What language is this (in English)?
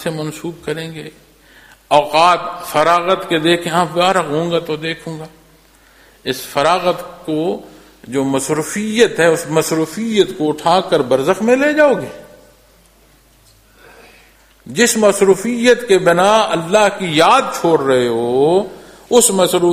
Urdu